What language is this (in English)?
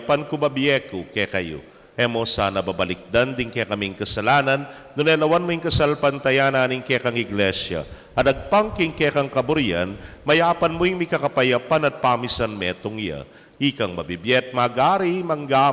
Pampanga